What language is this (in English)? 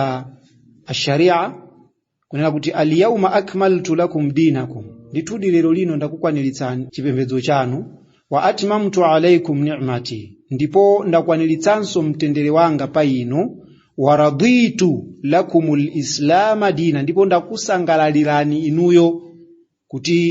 Nyanja